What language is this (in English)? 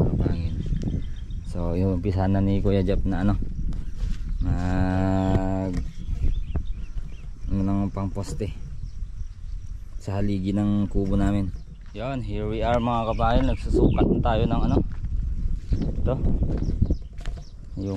Filipino